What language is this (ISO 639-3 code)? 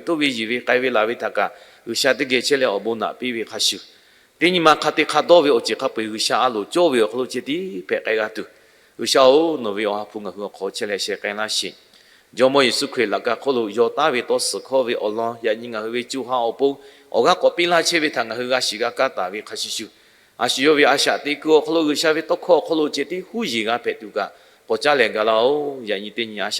lhu